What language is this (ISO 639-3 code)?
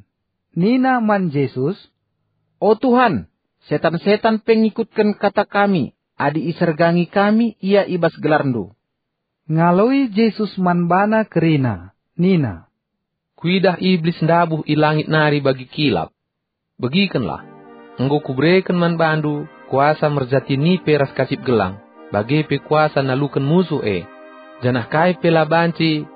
btx